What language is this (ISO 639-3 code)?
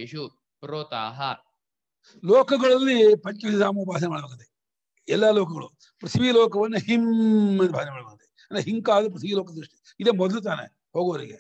kan